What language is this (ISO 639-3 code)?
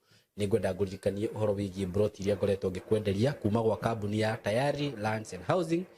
kik